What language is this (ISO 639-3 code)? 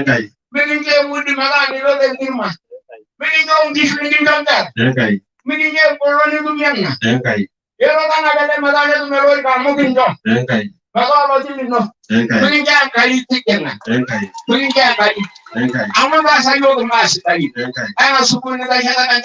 mas